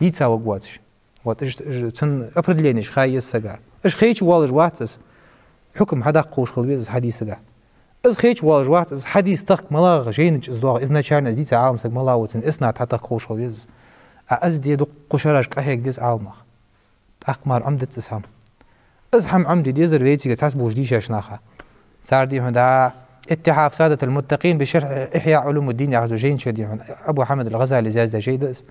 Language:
Ingush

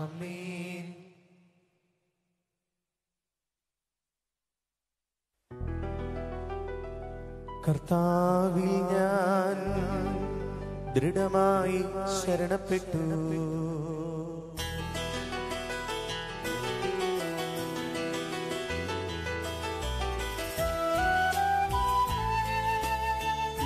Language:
Malayalam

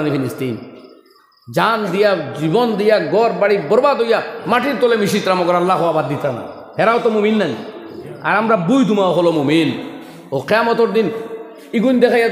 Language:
Sylheti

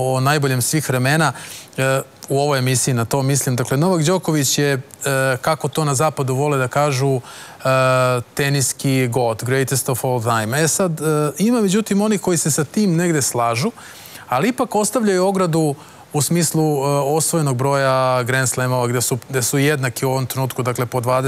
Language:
Serbian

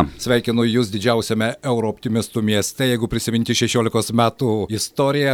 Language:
Lithuanian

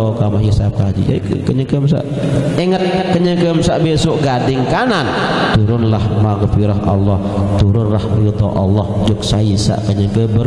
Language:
Sasak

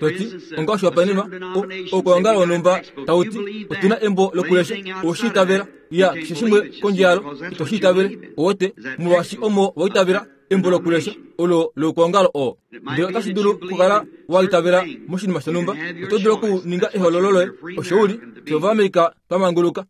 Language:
Kuanyama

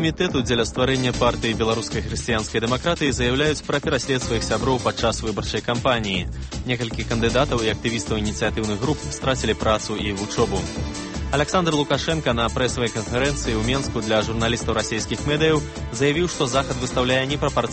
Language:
Belarusian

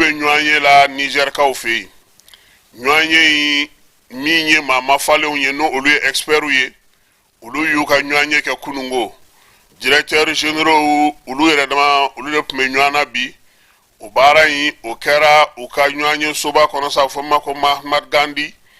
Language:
Bambara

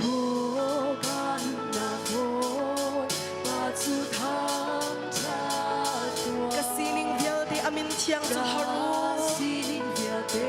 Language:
Hakha Chin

